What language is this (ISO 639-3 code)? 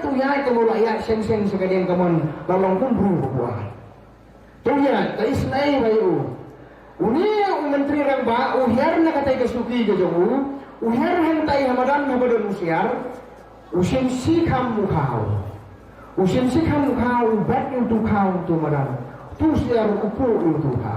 kha